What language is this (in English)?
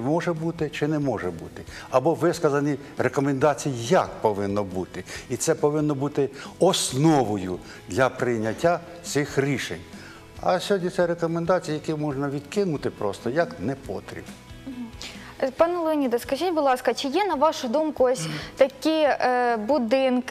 Ukrainian